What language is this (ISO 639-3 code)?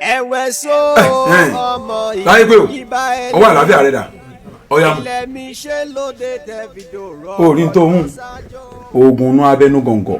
yor